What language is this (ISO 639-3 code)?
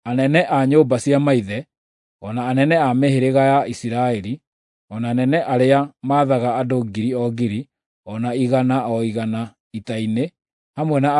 kik